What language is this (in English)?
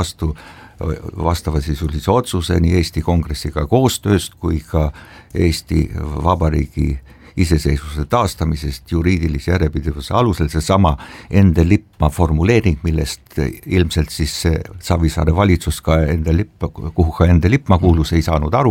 Estonian